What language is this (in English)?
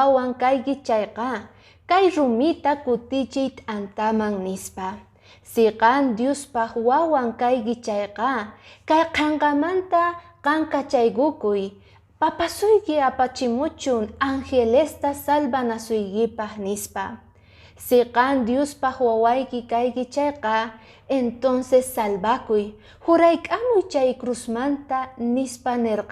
Quechua